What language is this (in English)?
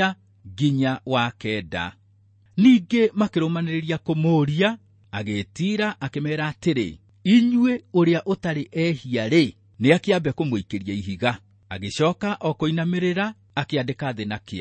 Kikuyu